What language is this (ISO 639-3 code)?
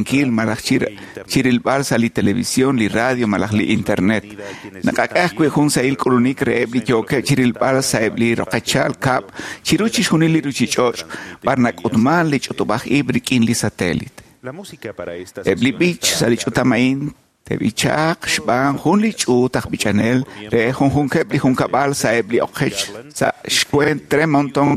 kek